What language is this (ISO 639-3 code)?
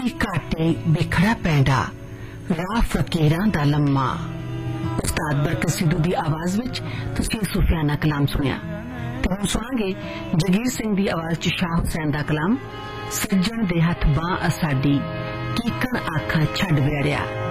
pan